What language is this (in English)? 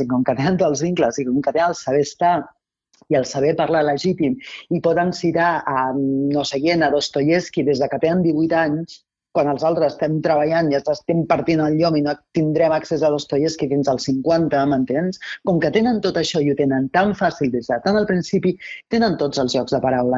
Catalan